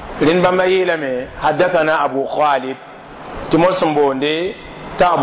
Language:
Mossi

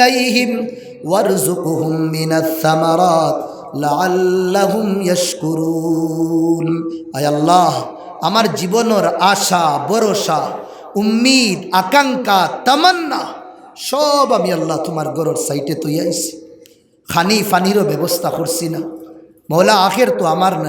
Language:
Sylheti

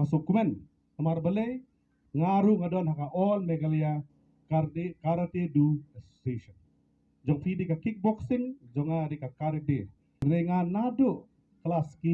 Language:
Khasi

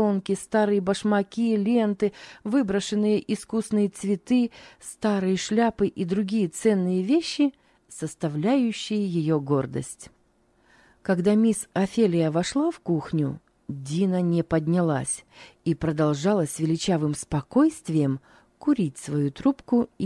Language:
Russian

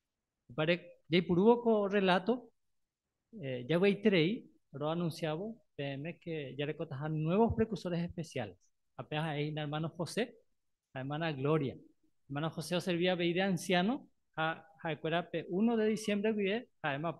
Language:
Guarani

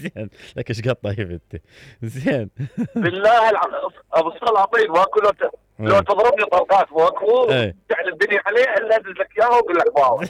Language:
Mesopotamian Arabic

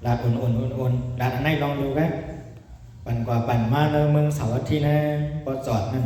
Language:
Shan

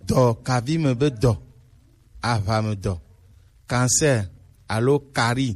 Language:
Gen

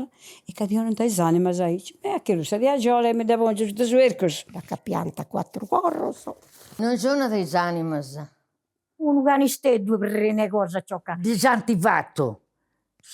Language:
Sardinian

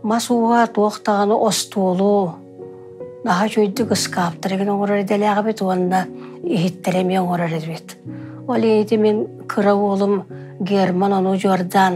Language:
Yakut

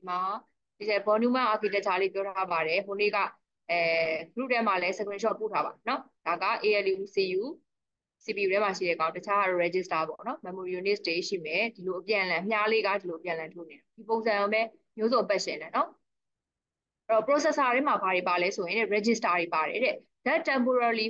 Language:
Burmese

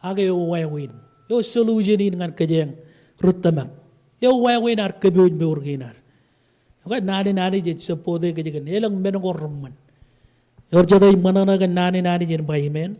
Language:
Marshallese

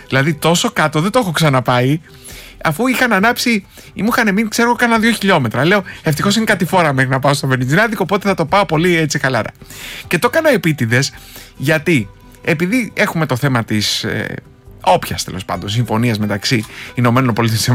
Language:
Greek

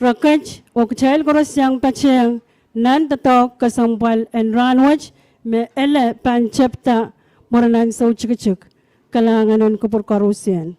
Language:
Pohnpeian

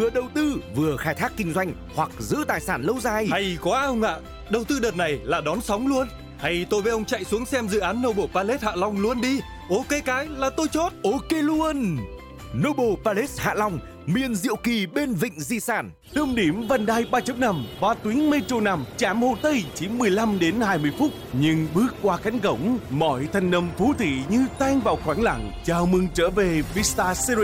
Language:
Vietnamese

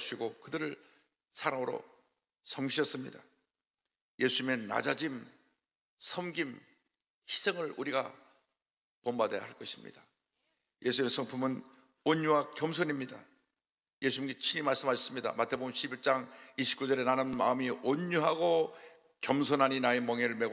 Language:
Korean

